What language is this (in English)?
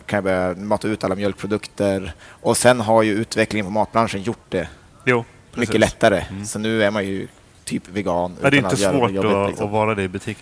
Swedish